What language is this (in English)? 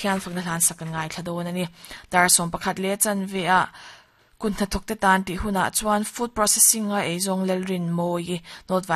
Mizo